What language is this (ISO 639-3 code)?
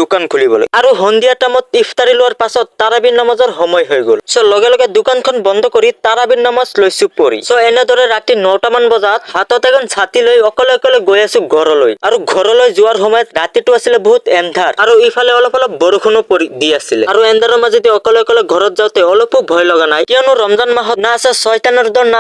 asm